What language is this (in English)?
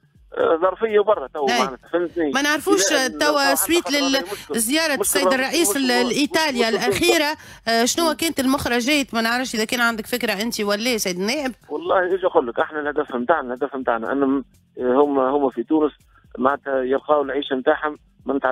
Tunisian Arabic